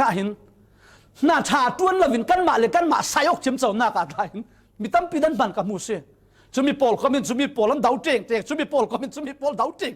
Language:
Falam Chin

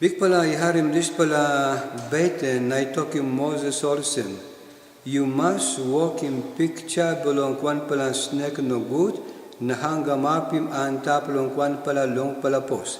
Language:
Tok Pisin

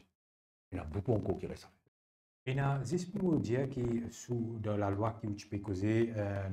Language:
Morisyen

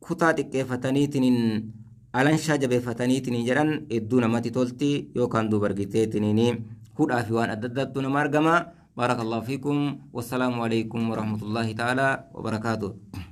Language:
Oromo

